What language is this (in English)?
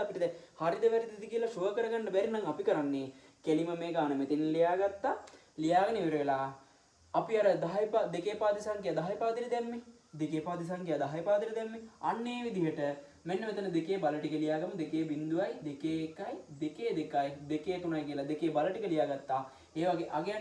Sinhala